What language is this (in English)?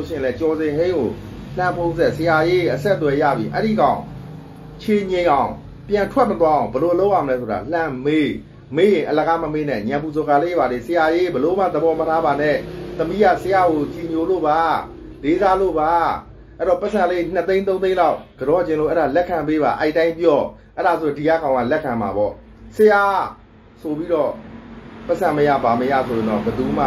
Burmese